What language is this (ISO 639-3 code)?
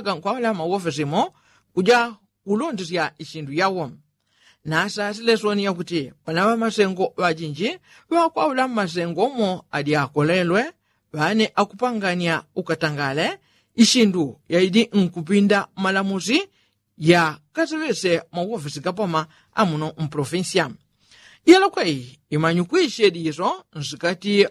yao